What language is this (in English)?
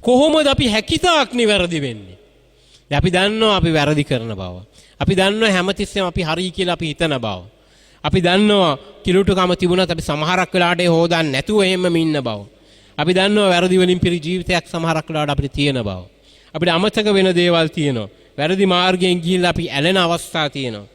Sinhala